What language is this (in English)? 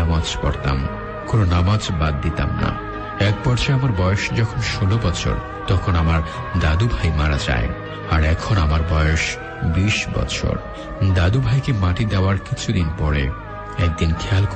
Bangla